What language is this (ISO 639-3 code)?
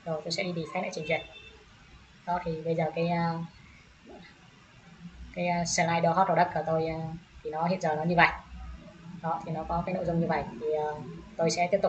vie